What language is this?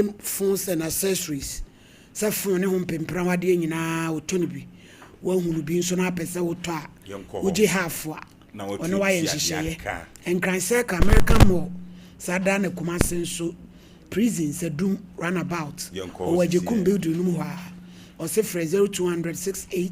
Akan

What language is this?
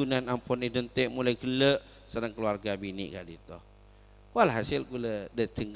Madurese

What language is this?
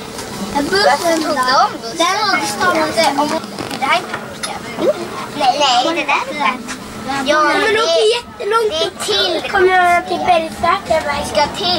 Swedish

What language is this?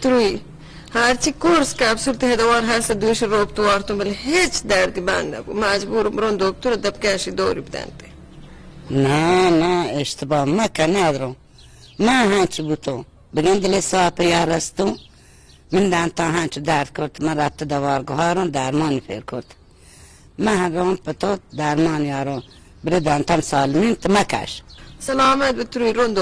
Baluchi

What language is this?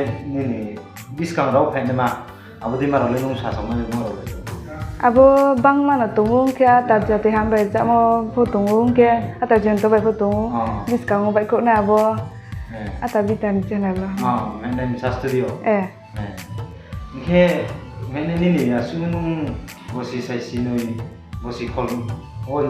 Riang (India)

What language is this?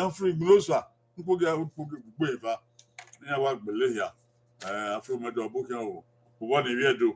Bini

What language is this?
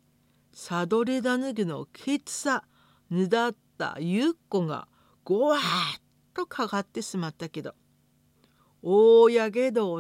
Japanese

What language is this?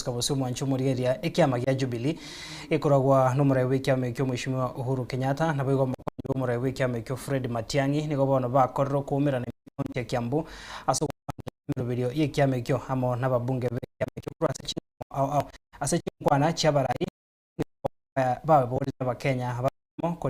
Gusii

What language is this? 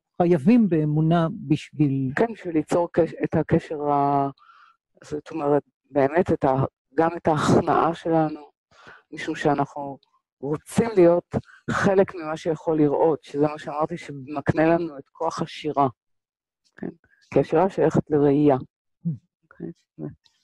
Hebrew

